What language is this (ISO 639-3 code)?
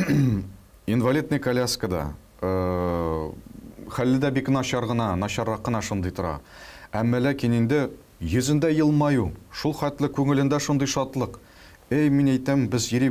tat